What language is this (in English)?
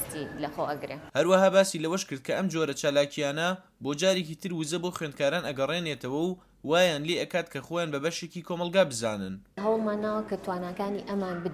Central Kurdish